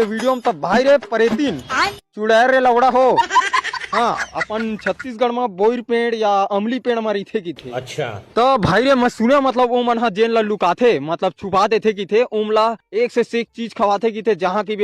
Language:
Chhattisgarhi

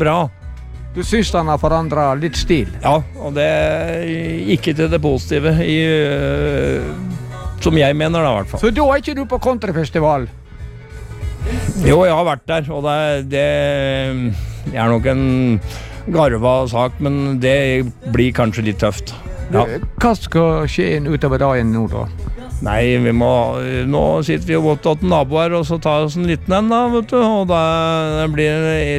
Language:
Norwegian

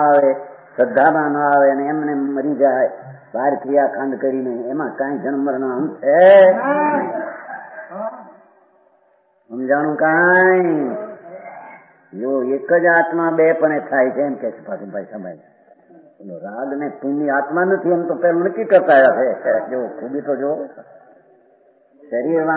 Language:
Gujarati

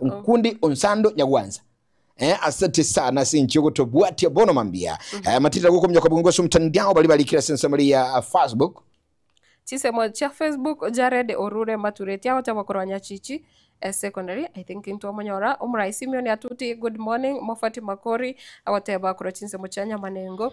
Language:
Gusii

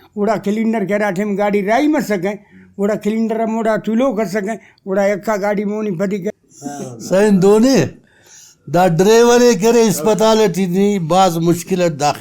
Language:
Brahui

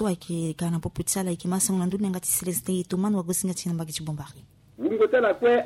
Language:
Sango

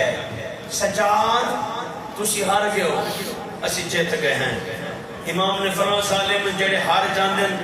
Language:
Saraiki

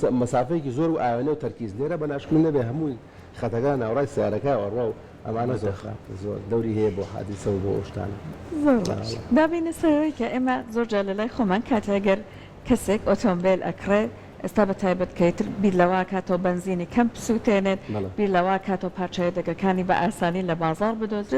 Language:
Central Kurdish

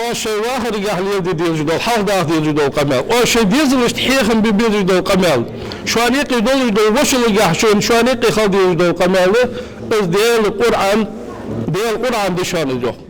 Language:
Ingush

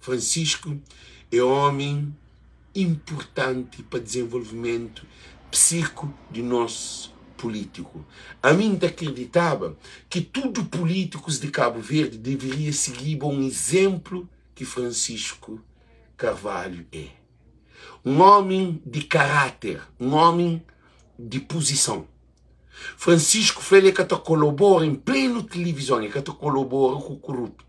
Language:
Kabuverdianu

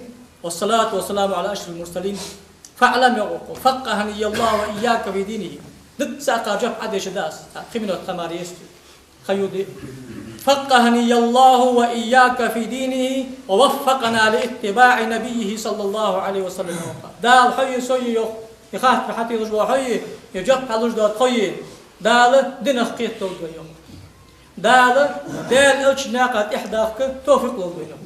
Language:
Ingush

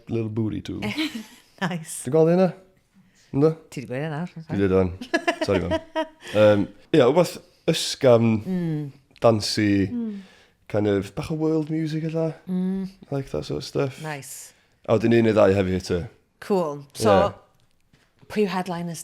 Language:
Welsh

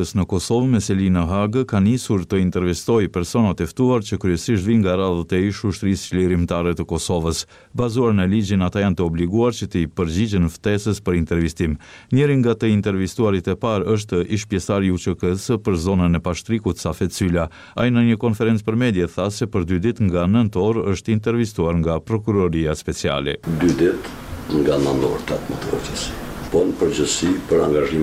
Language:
Albanian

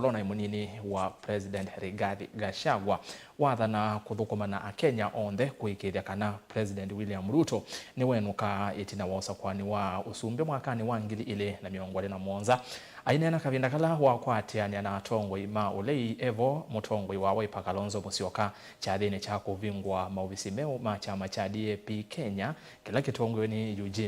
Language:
Kamba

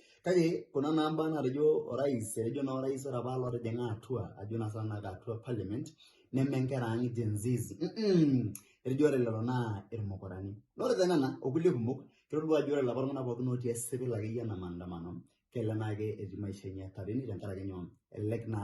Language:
Masai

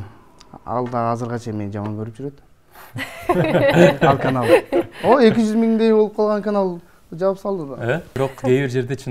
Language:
Kyrgyz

